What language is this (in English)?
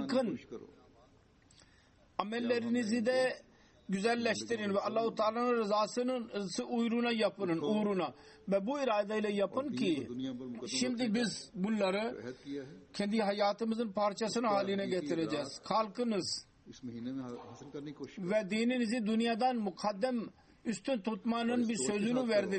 Turkish